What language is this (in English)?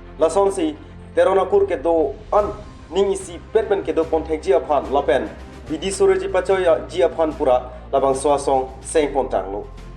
Karbi